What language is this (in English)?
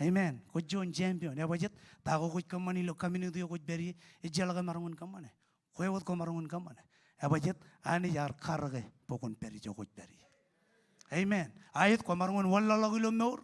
Marshallese